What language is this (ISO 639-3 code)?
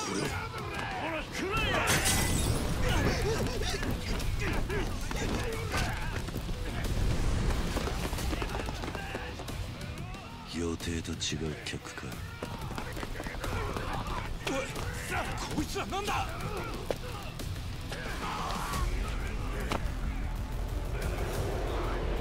jpn